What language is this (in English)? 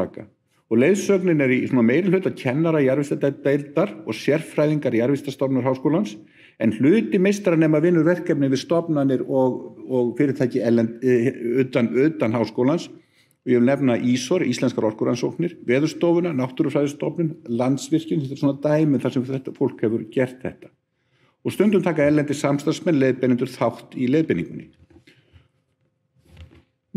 Icelandic